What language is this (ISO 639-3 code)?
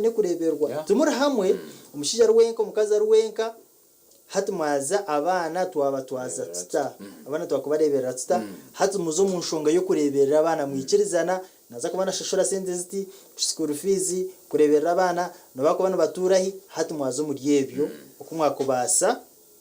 nyn